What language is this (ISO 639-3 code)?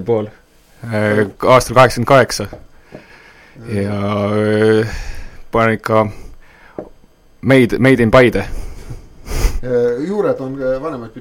est